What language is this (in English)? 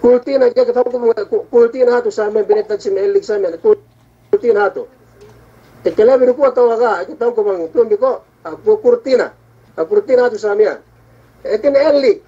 Yakan